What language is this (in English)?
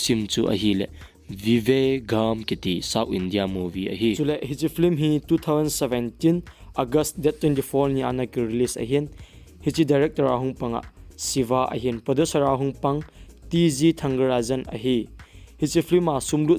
Thado Chin